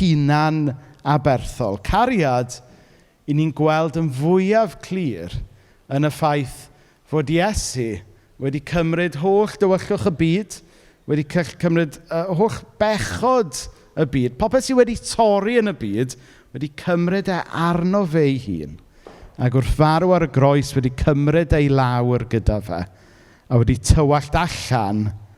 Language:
Welsh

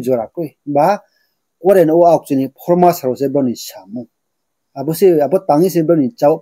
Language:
Riang (India)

